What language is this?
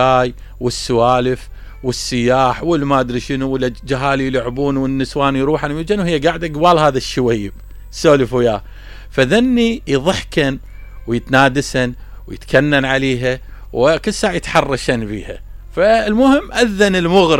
Mesopotamian Arabic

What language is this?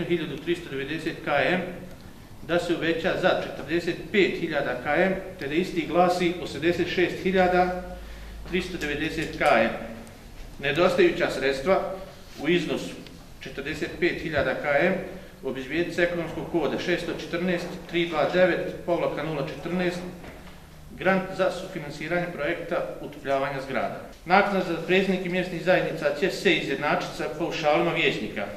Bosnian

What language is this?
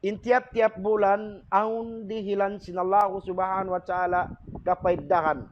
Tausug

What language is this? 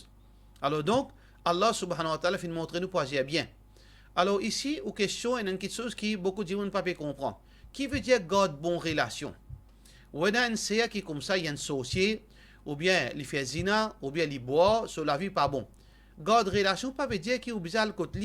Morisyen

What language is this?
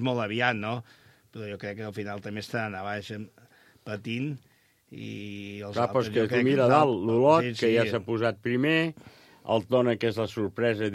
Catalan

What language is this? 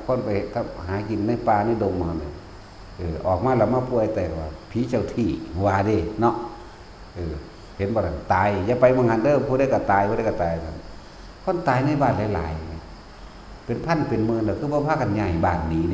Northeastern Thai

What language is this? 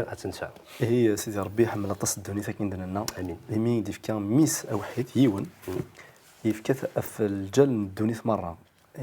Kabyle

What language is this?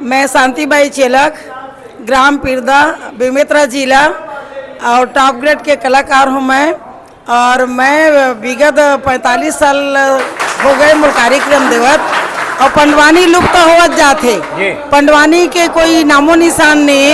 Chhattisgarhi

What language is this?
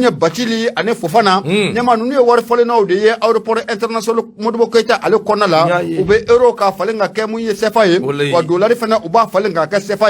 Bambara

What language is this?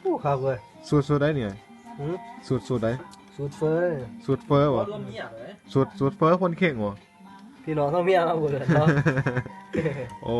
Lao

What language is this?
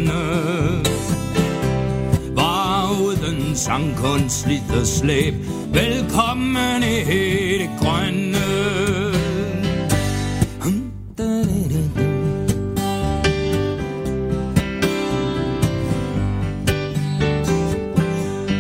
Danish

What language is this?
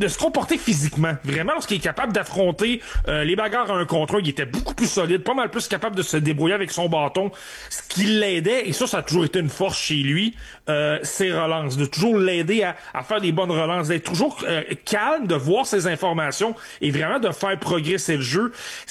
French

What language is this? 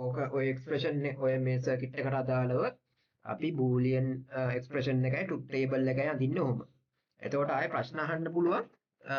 Sinhala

